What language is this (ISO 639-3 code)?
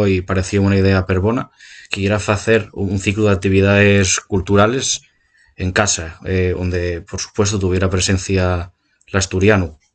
ast